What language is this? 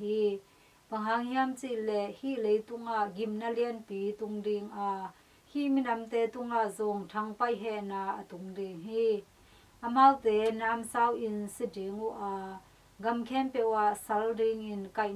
Tedim Chin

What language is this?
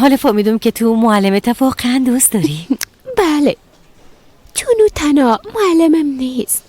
Persian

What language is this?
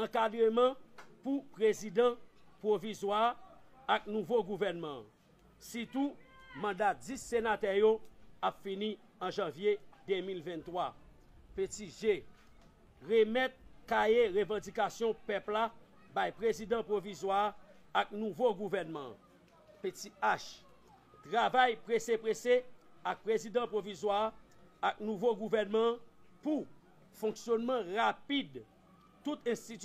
Haitian Creole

